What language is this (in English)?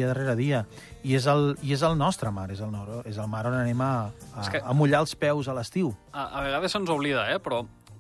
Catalan